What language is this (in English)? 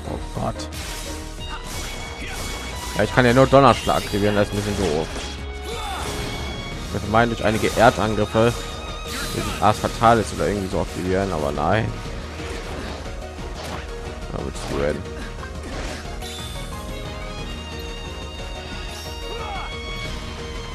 German